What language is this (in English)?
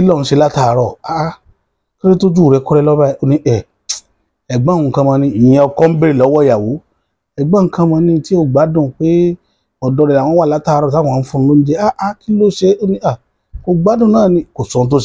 Yoruba